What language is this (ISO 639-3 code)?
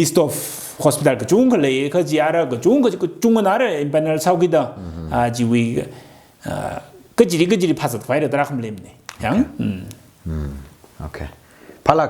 nmf